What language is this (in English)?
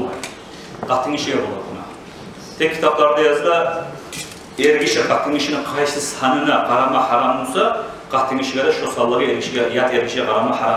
Kumyk